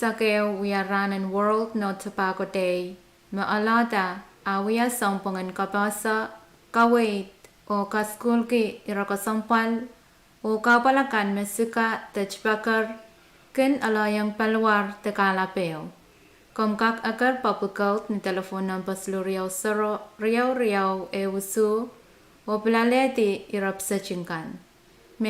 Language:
Pohnpeian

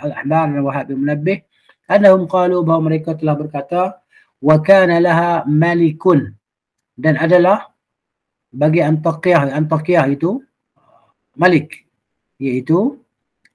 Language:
Malay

